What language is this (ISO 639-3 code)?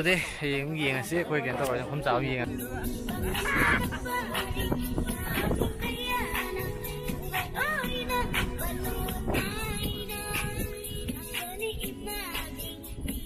mni